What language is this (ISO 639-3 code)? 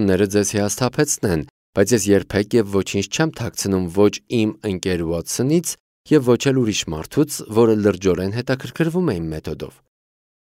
hye